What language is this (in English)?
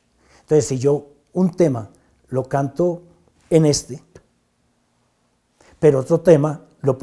Spanish